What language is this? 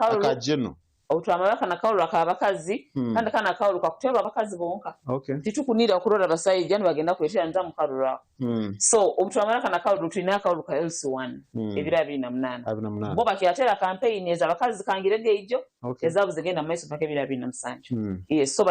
Nyankole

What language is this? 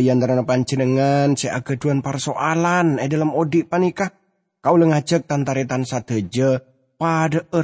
Madurese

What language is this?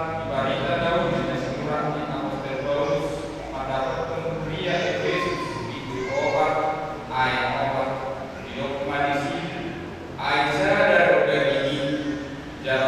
Batak Toba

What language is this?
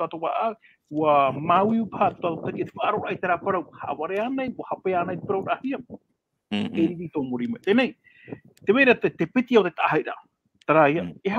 Tahitian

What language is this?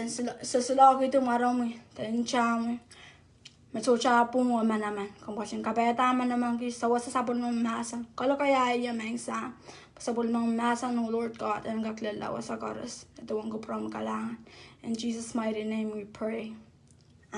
Pohnpeian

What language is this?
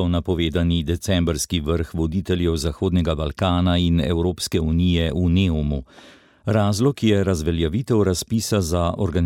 Slovenian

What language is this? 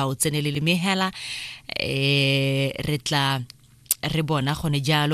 Tswana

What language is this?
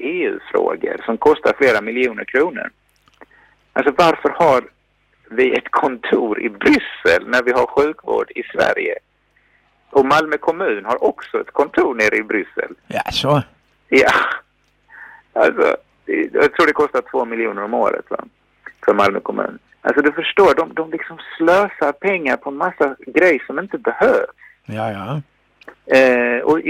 Swedish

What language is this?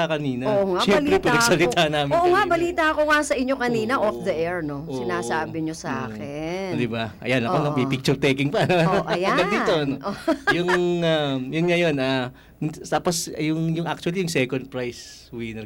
Filipino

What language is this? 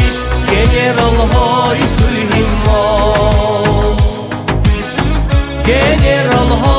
Persian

